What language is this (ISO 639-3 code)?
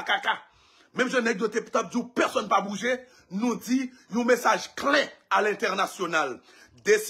hat